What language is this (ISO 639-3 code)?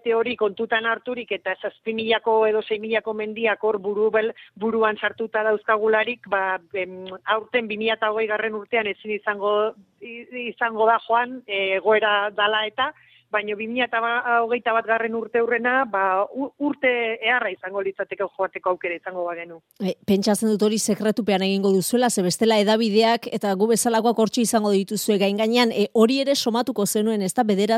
eus